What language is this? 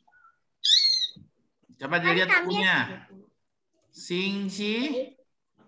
Indonesian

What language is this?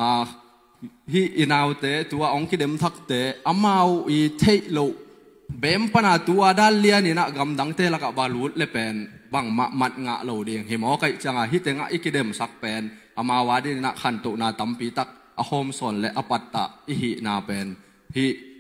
Tedim Chin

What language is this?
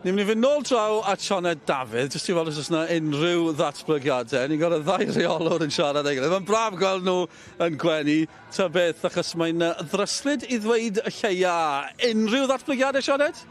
Welsh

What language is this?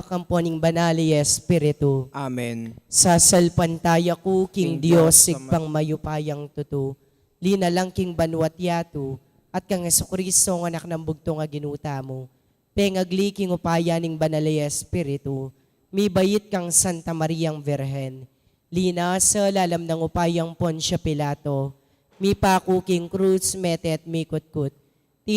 Pampanga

